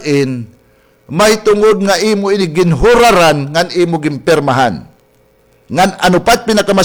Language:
Waray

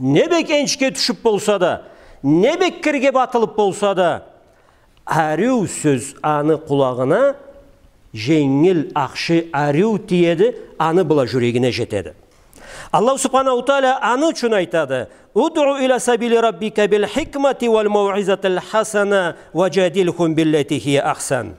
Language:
Karachay-Balkar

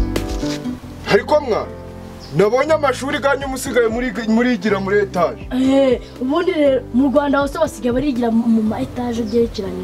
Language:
Kinyarwanda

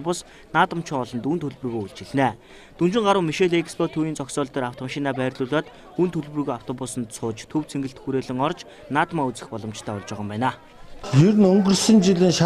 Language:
Mongolian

